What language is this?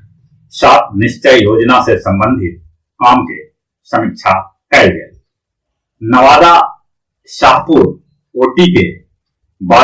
Magahi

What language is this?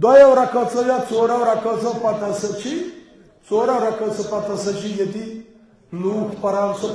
Kashmiri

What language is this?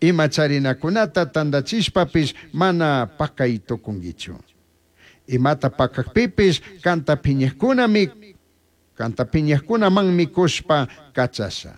Chimborazo Highland Quichua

